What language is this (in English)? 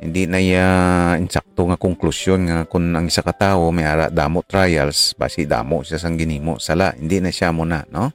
Hiligaynon